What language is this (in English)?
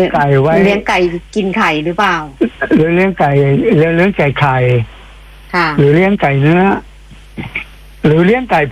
Thai